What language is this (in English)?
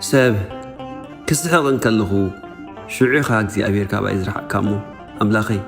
Tigrinya